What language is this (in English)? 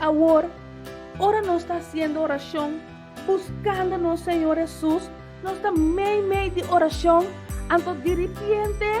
Papiamento